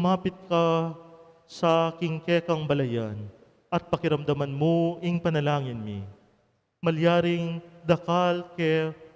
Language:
Pampanga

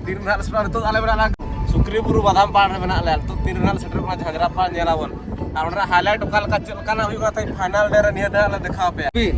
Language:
Santali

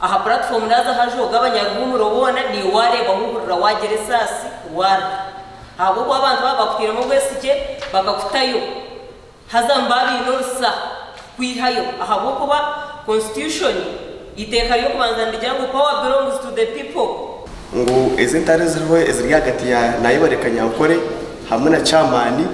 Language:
Nyankole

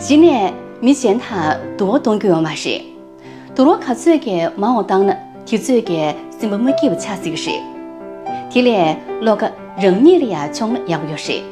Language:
Tibetan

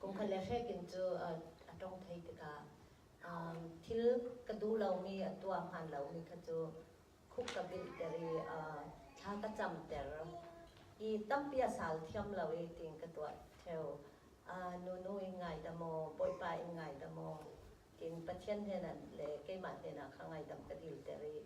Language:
Falam Chin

